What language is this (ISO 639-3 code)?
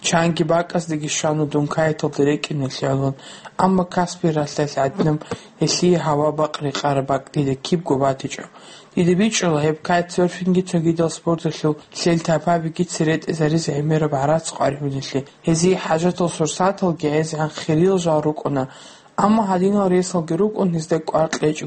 ava